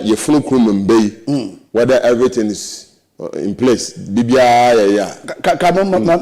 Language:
Akan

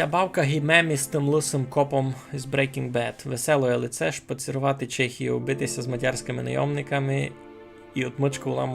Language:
Rusyn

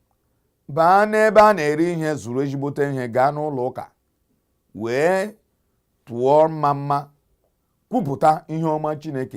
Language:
Igbo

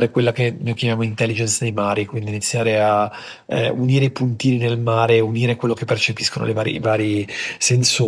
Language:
Italian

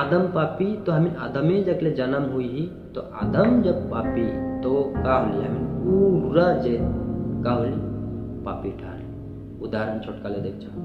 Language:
Sadri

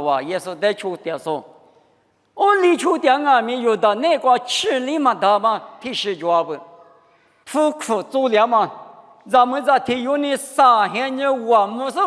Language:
Lisu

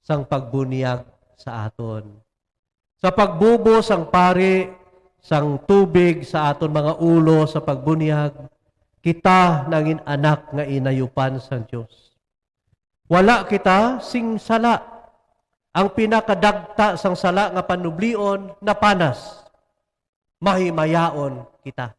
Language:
Hiligaynon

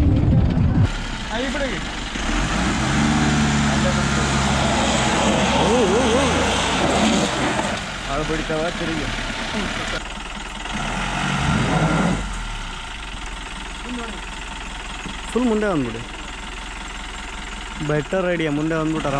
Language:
Kannada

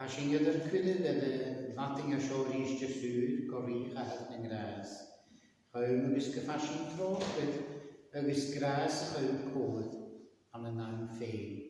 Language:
Scottish Gaelic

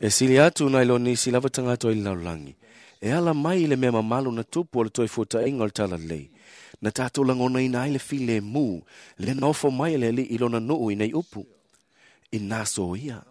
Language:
Samoan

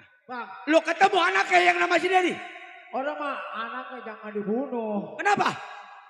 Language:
Betawi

